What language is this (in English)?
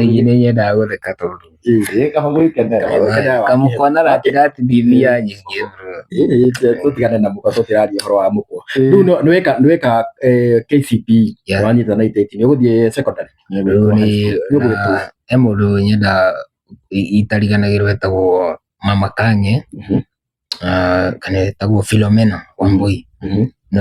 Kikuyu